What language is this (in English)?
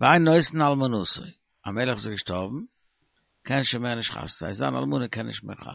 Yiddish